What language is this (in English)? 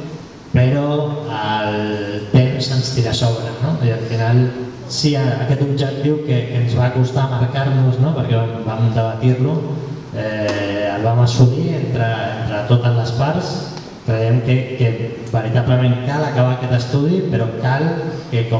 Catalan